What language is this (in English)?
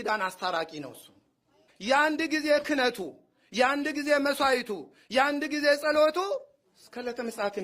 Amharic